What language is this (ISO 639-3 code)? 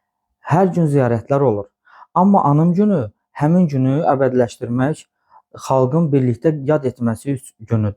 aze